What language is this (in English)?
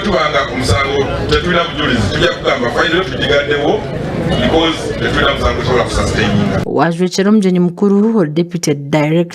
Nyankole